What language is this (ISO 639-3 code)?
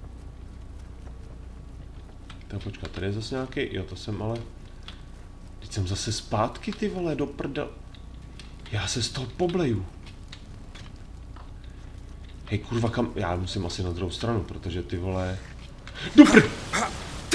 ces